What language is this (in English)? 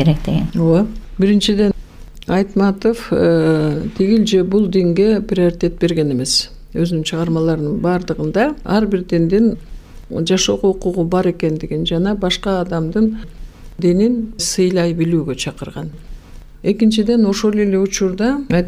Kyrgyz